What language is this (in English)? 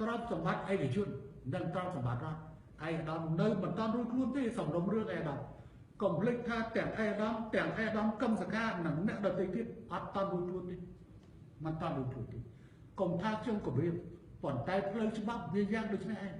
Khmer